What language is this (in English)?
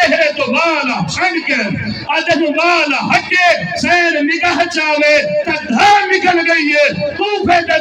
Saraiki